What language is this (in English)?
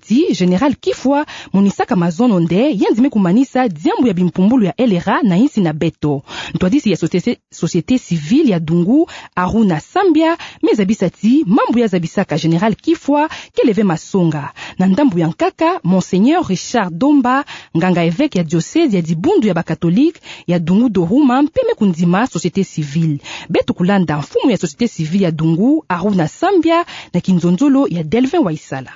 Kituba (Democratic Republic of Congo)